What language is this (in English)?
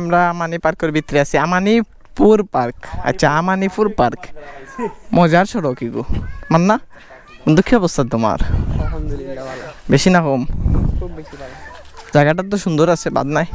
Sylheti